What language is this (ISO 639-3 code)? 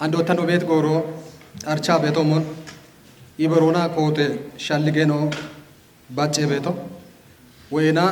kbr